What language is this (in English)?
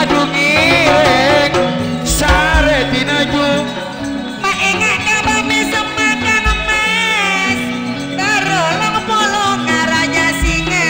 Madurese